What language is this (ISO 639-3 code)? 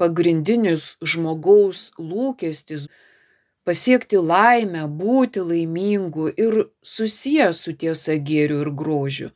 lit